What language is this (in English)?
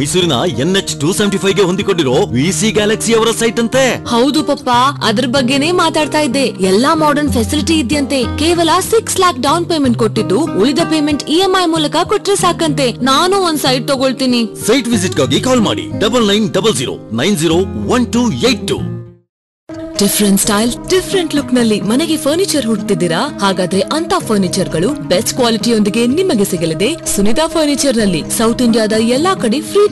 Kannada